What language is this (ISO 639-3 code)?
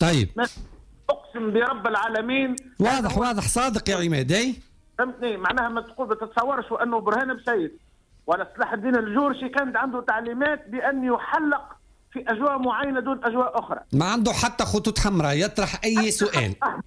aeb